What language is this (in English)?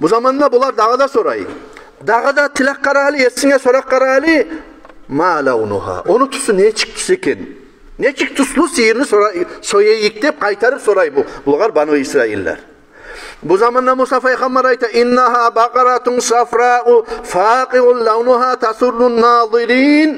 Kumyk